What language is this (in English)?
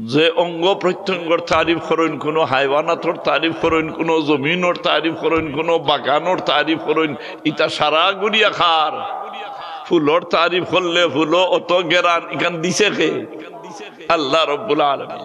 Sylheti